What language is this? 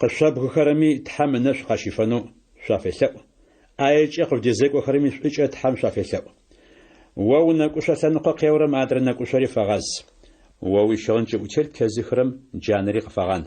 Adyghe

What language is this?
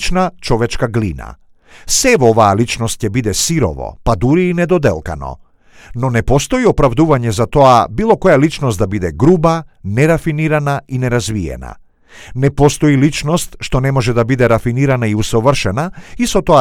Macedonian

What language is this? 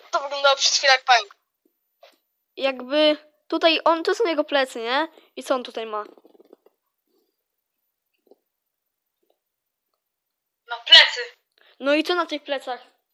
Polish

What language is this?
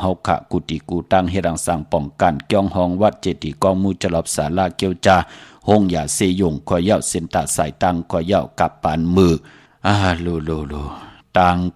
Shan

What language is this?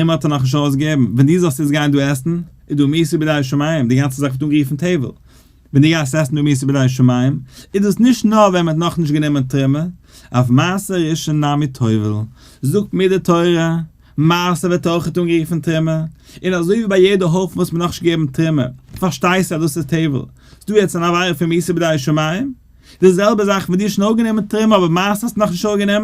Yiddish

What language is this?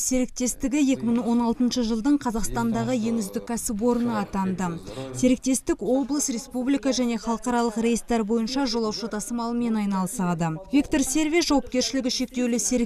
Kazakh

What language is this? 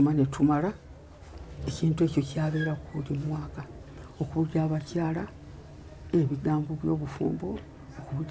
Ganda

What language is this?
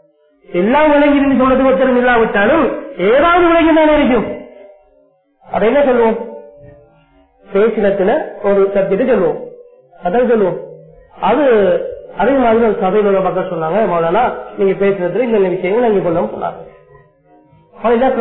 Tamil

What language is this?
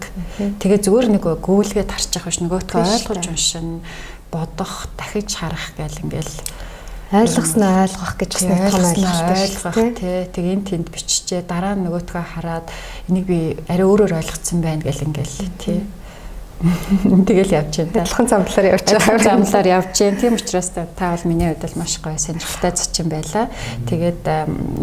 Mongolian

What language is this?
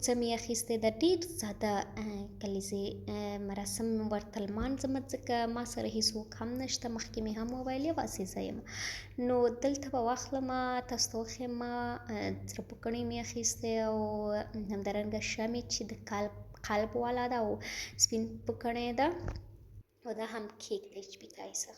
Pashto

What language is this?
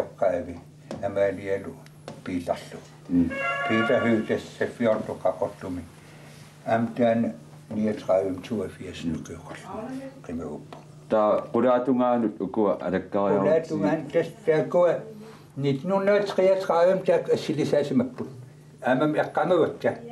Kalaallisut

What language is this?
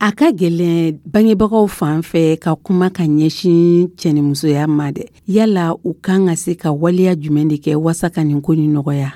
Dyula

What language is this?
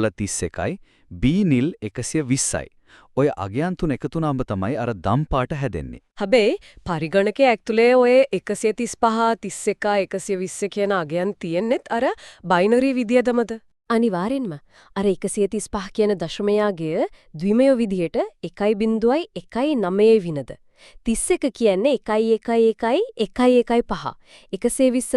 Sinhala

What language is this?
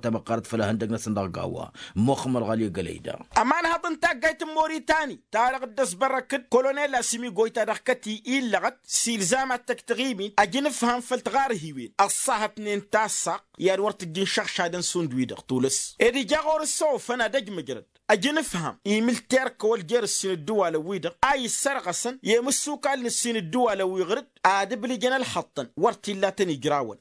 Tamasheq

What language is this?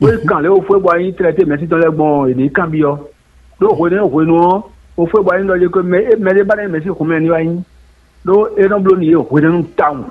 Fon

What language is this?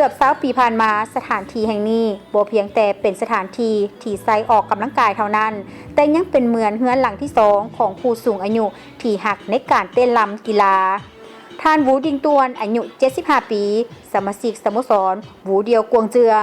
Lao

